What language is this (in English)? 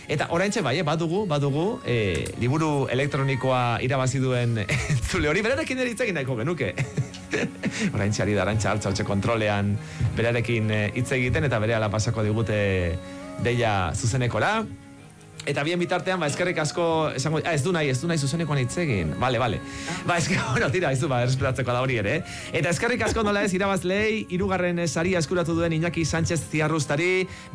Basque